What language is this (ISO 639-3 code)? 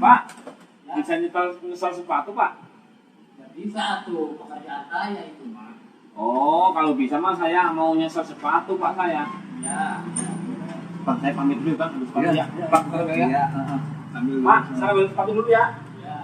bew